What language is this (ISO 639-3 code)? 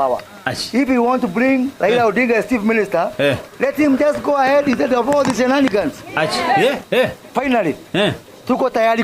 guz